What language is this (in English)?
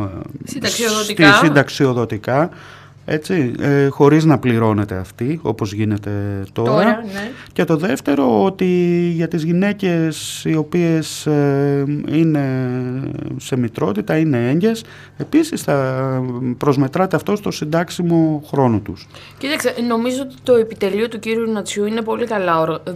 Greek